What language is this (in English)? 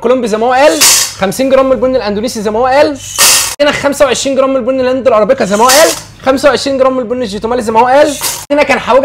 Egyptian Arabic